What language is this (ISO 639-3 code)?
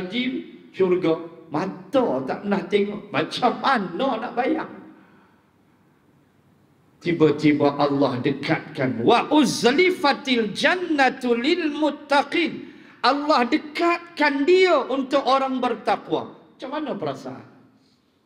msa